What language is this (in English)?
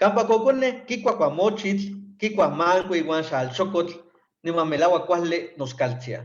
Eastern Huasteca Nahuatl